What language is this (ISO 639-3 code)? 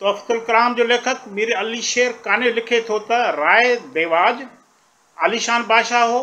snd